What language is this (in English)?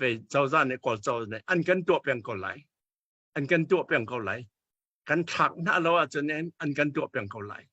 Hakha Chin